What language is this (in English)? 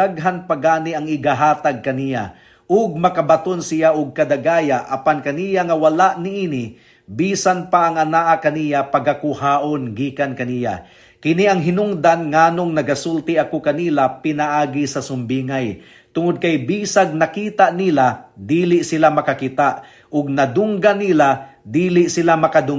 Cebuano